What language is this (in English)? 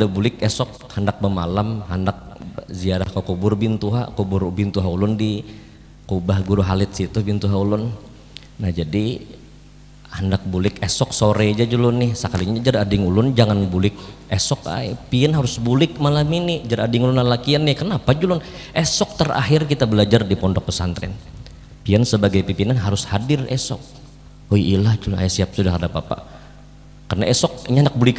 Banjar